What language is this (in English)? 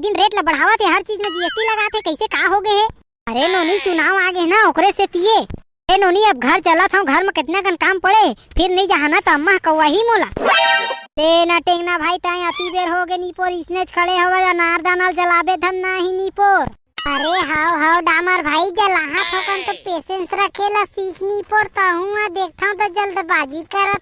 Chhattisgarhi